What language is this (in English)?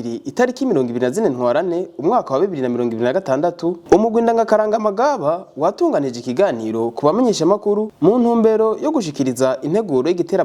Rundi